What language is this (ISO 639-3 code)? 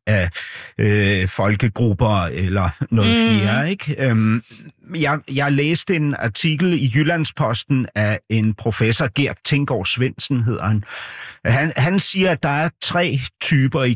dan